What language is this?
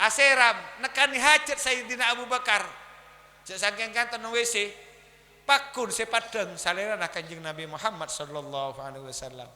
Madurese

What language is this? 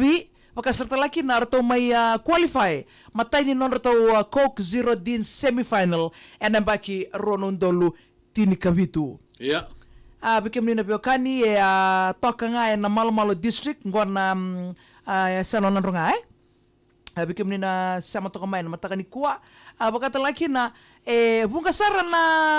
Fijian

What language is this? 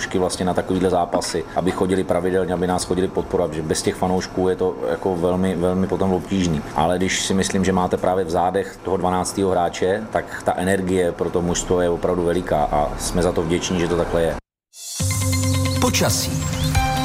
Czech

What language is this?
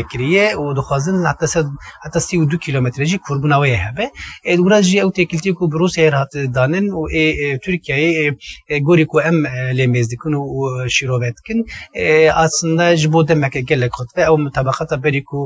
Kurdish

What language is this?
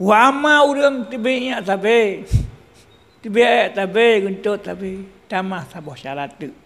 Achinese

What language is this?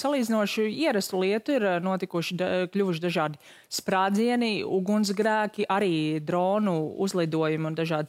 Latvian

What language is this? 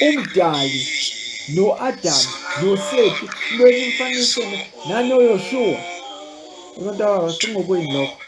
Zulu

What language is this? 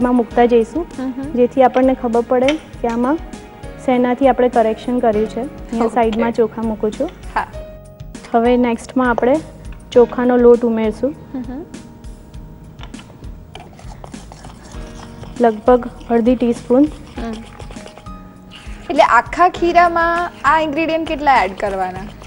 Gujarati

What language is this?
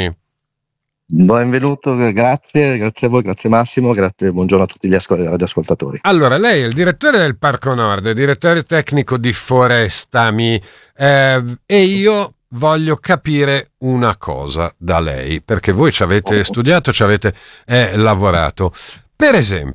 Italian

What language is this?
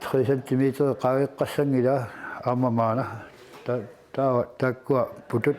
Kalaallisut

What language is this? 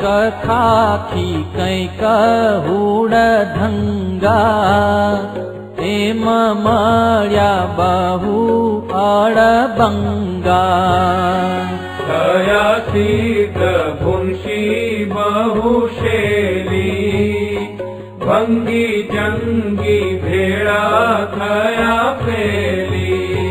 Gujarati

